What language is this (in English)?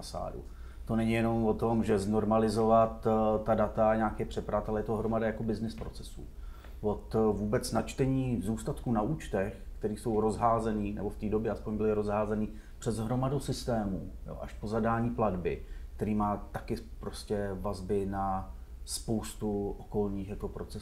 Czech